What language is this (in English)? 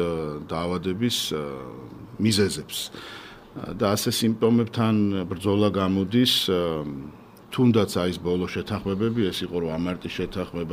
Georgian